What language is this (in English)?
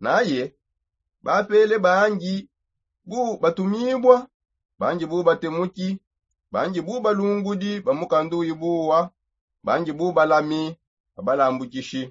Songe